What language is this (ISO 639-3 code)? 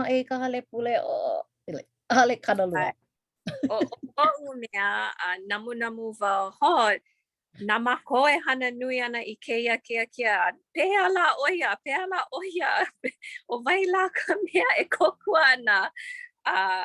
haw